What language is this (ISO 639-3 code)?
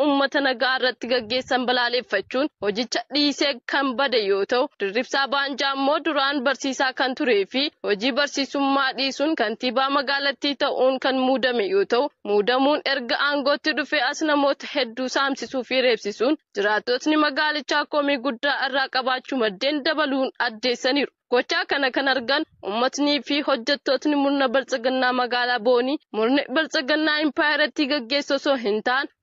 orm